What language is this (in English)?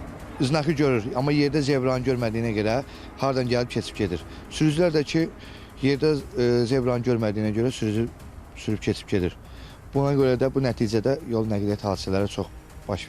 Azerbaijani